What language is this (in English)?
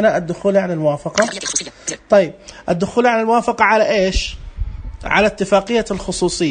Najdi Arabic